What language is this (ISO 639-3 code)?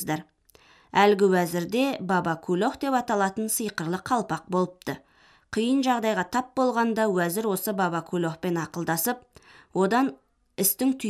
kaz